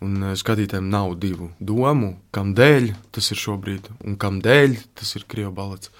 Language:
Latvian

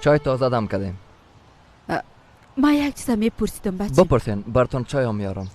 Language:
Persian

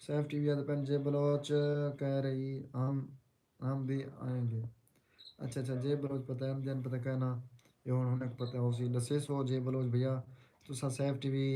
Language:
Saraiki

